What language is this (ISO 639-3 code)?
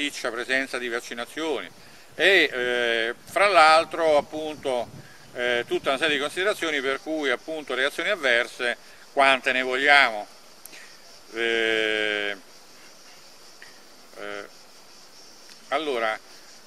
ita